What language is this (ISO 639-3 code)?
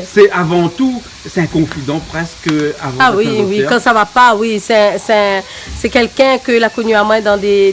rcf